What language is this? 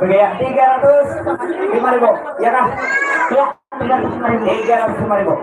Banjar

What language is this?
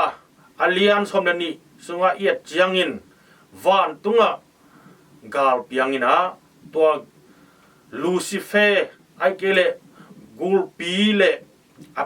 Tedim Chin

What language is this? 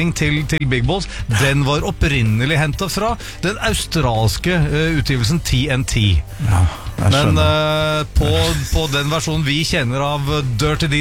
Norwegian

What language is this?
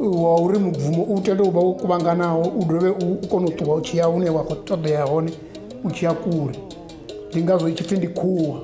Venda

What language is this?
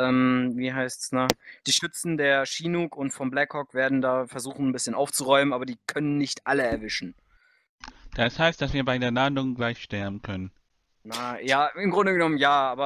German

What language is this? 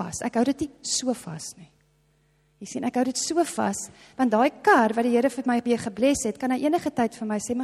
Afrikaans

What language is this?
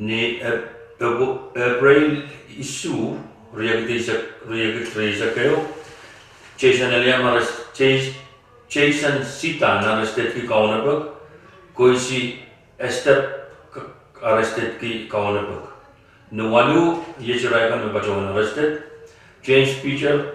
Pohnpeian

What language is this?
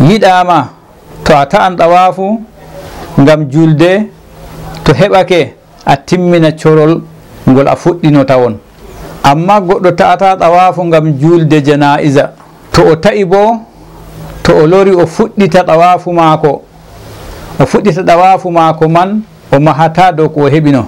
Fula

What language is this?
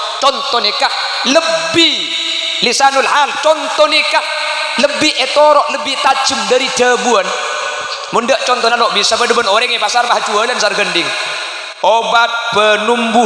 Madurese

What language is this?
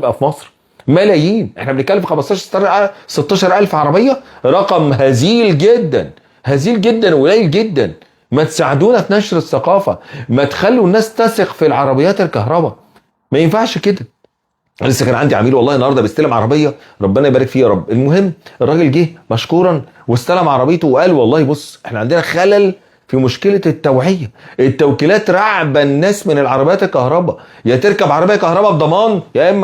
Egyptian Arabic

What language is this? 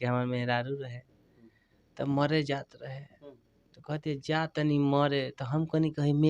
Bhojpuri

